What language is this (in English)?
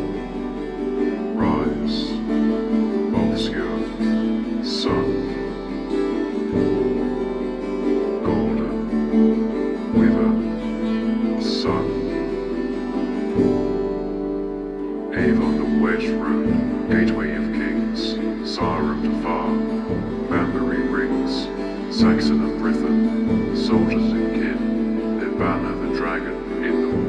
English